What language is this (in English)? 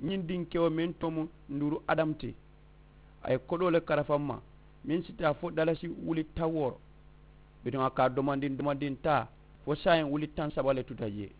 Mandingo